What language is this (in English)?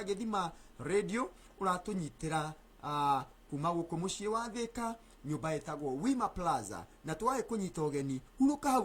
Kikuyu